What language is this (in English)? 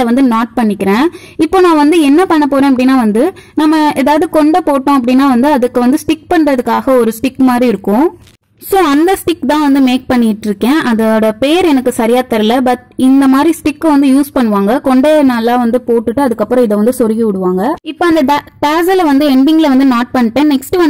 Tamil